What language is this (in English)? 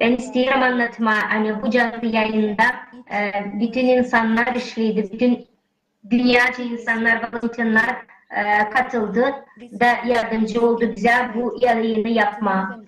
Gagauz